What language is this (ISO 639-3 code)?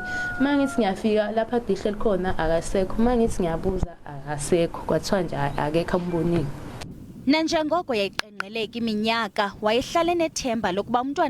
zul